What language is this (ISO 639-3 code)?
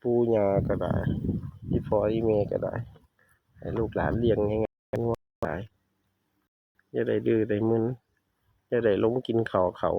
tts